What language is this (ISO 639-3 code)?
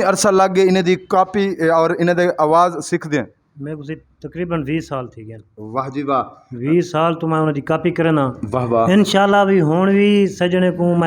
skr